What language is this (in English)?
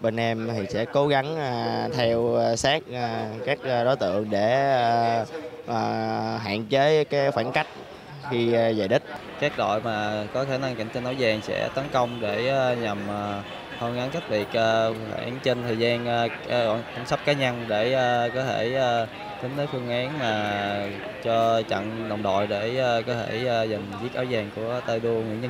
Vietnamese